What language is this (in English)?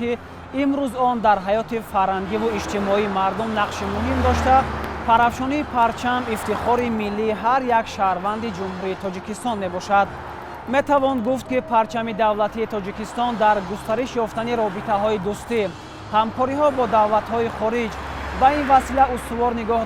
Tajik